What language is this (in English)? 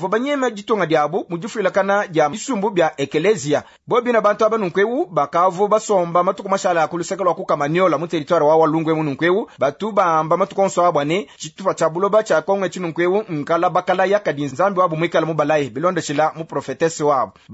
Luba-Lulua